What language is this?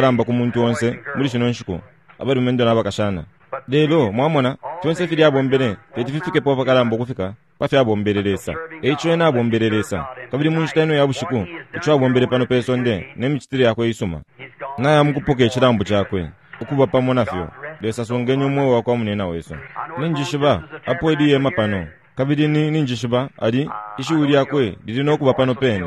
Bemba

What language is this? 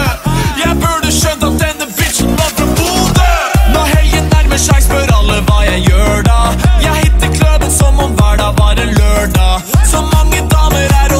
Norwegian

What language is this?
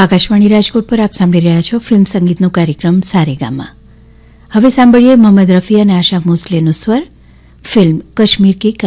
Gujarati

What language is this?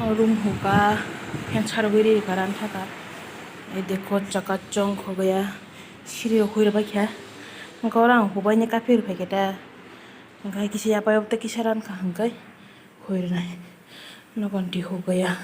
Kok Borok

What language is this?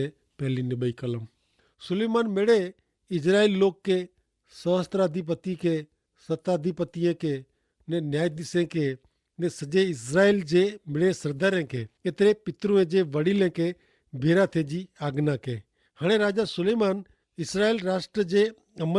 Kachhi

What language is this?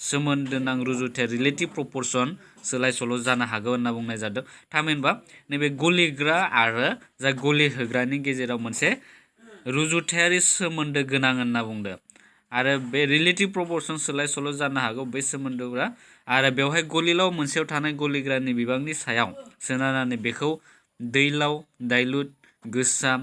Bodo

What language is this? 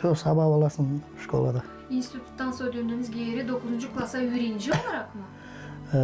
Gagauz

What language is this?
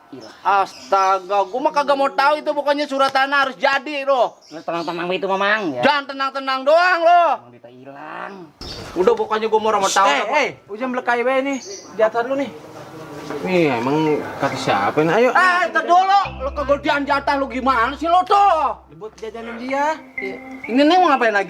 Betawi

